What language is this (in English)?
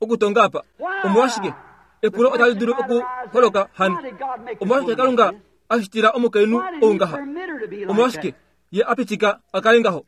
Kuanyama